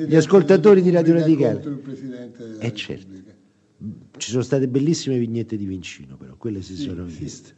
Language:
Italian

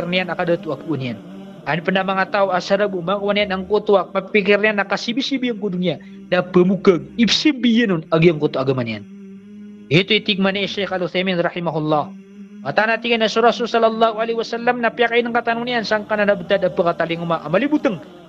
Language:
Maranao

